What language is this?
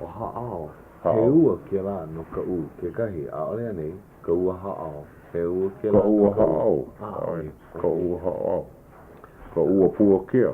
Hawaiian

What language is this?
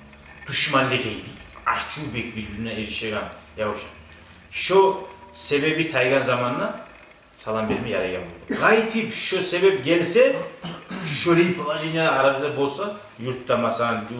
Kumyk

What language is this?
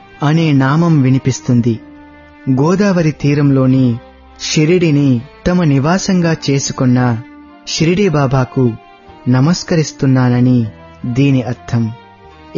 Telugu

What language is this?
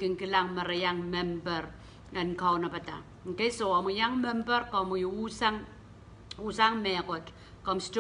Pohnpeian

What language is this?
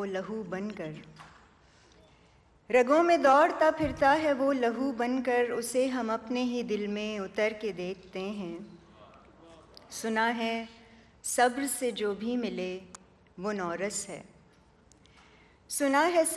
Urdu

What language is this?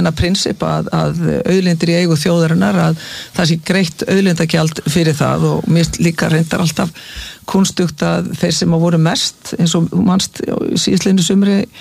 Icelandic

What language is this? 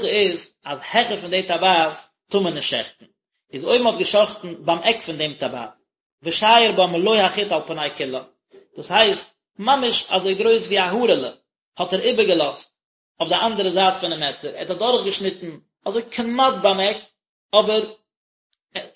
Yiddish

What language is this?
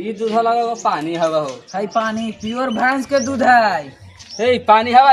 Magahi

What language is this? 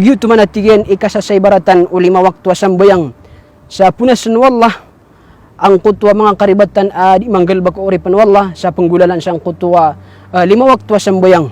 Maranao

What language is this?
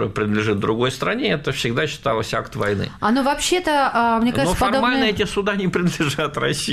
Russian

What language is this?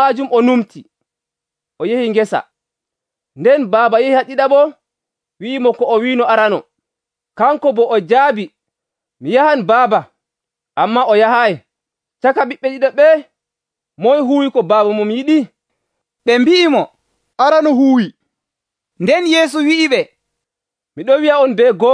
Nigerian Fulfulde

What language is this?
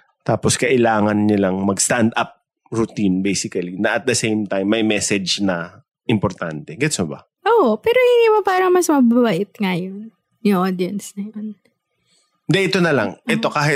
Filipino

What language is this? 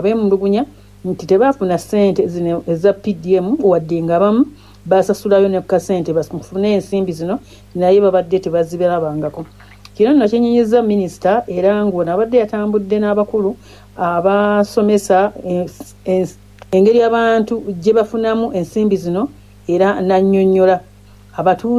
Ganda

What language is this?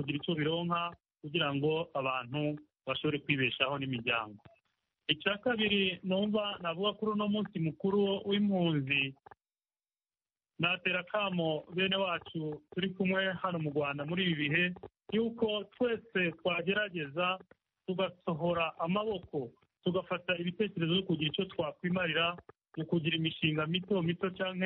Kinyarwanda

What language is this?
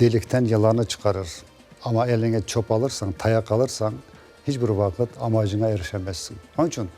Crimean Tatar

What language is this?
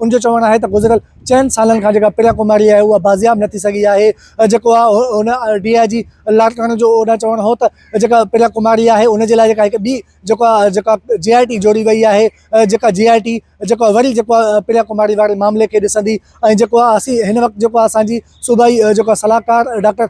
Sindhi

